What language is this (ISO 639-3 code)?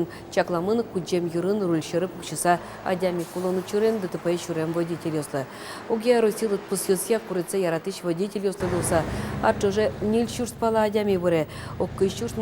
udm